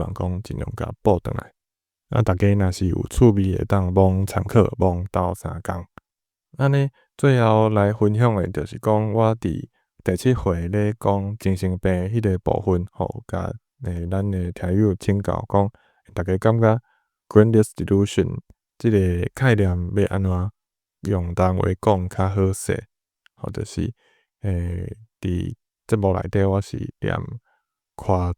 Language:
Min Nan Chinese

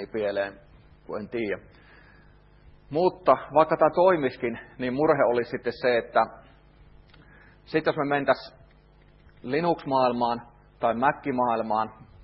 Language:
Finnish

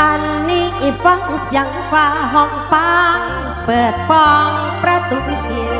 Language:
Northeastern Thai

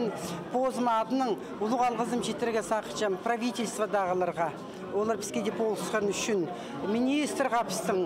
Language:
Khakas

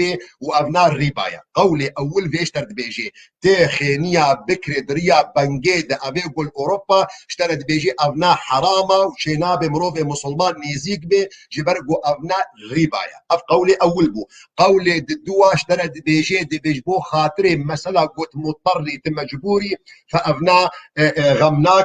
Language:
Kurdish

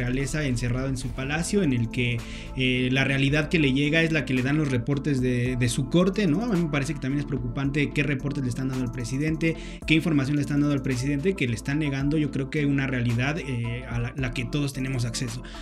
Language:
Spanish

